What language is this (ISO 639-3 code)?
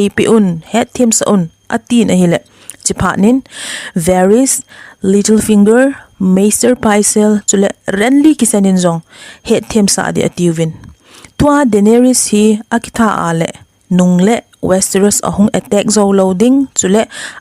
tcz